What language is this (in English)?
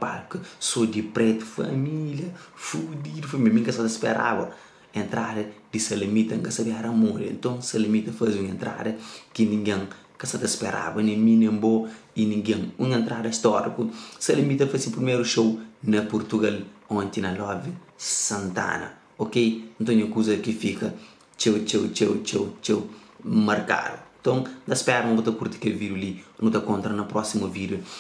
Kabuverdianu